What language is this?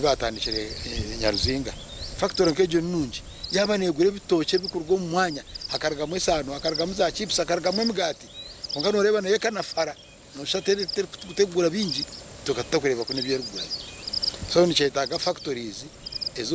Nyankole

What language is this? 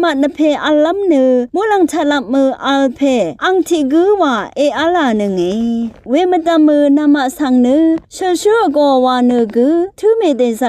Rawang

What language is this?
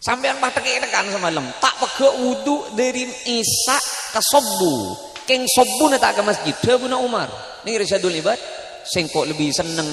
Madurese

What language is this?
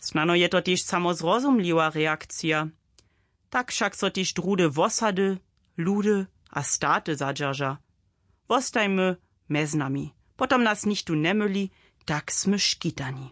Upper Sorbian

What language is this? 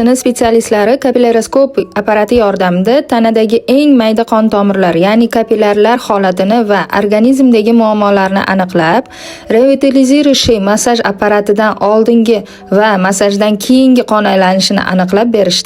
Uzbek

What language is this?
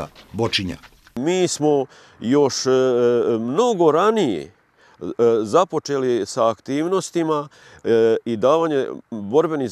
Bosnian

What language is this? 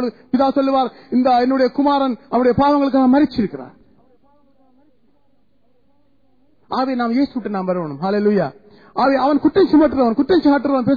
Tamil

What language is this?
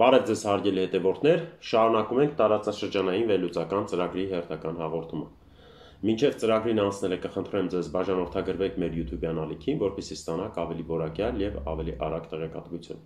Armenian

